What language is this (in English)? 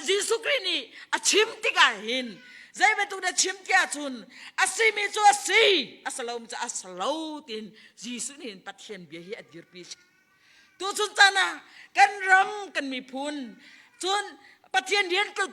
Hakha Chin